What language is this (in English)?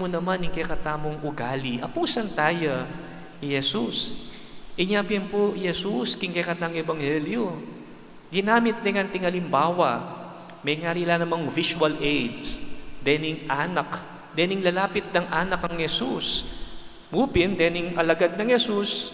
Pampanga